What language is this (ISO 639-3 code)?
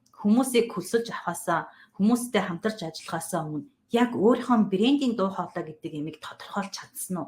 mon